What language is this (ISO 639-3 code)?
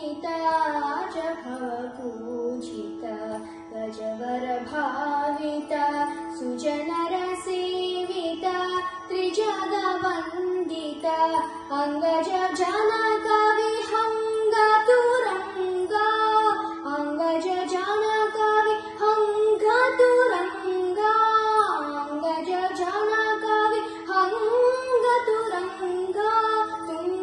kan